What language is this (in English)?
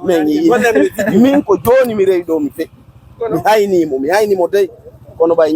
Fula